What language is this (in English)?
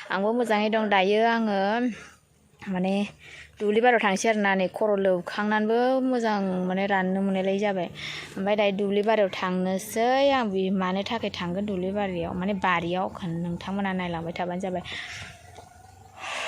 Bodo